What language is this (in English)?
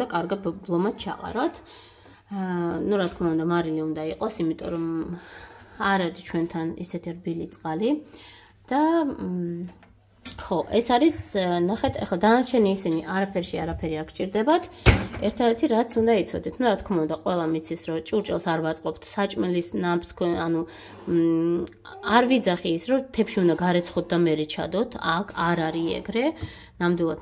Georgian